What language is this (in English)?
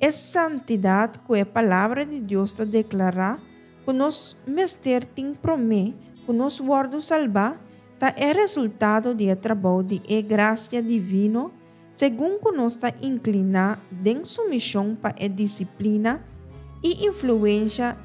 Papiamento